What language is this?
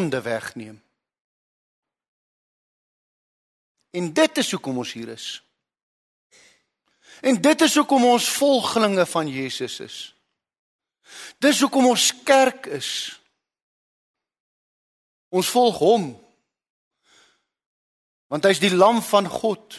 Afrikaans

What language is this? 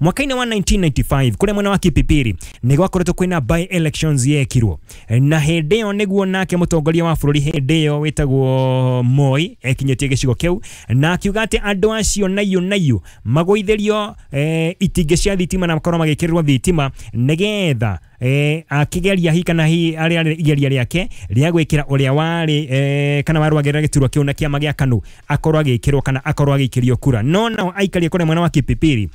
Kikuyu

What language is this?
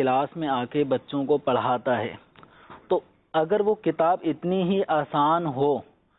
Urdu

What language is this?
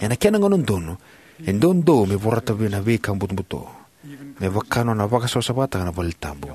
Fijian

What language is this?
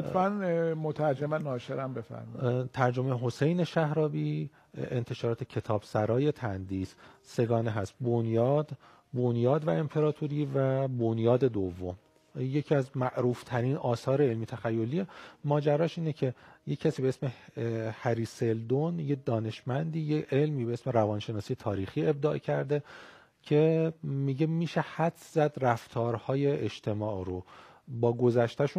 Persian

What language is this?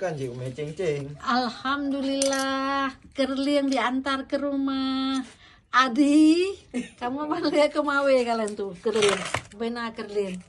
Achinese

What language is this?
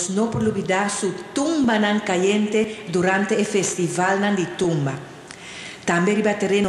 Papiamento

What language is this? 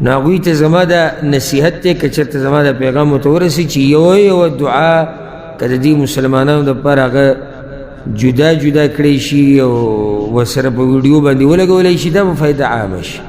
Pashto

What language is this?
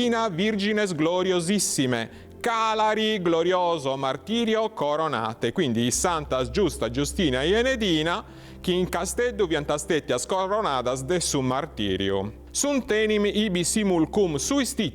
Sardinian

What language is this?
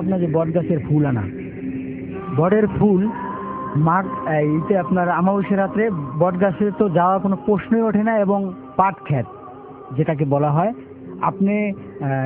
Bangla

